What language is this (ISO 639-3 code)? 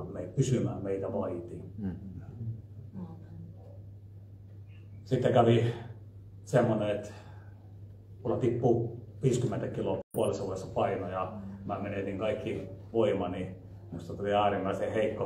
fin